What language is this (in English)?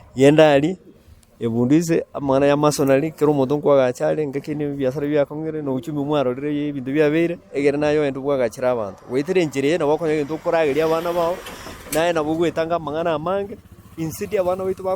Gusii